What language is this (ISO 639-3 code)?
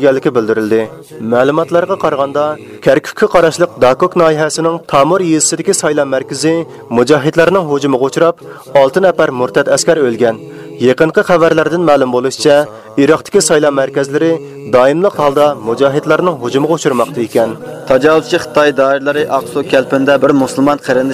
uig